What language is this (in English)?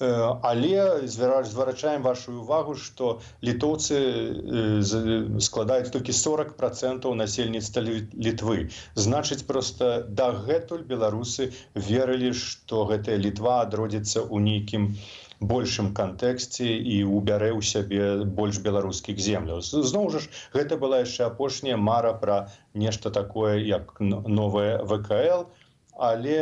Belarusian